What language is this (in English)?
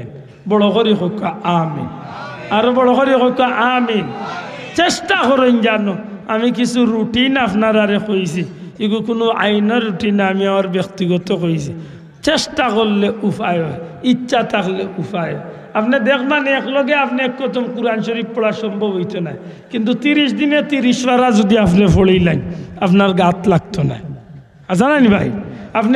Sylheti